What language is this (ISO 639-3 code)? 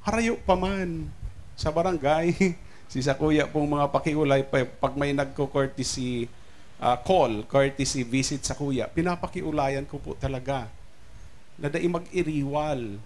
bik